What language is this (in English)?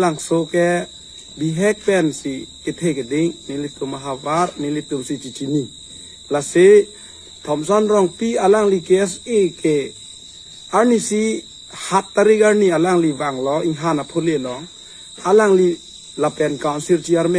Karbi